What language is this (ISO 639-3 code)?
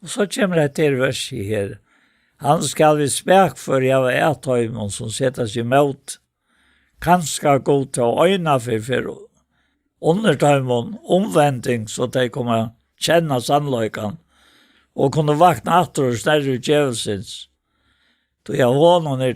fao